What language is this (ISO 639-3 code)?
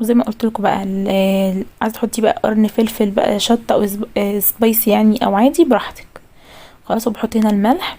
arz